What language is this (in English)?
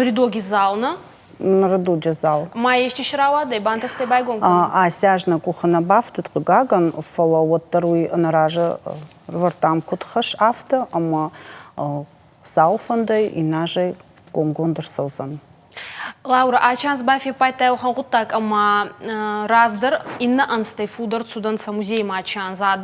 Ossetic